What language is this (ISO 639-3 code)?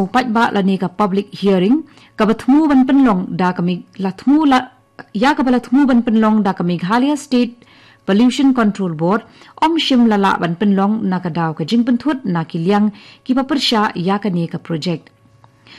kha